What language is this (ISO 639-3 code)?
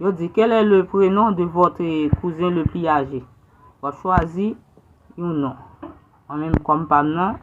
hat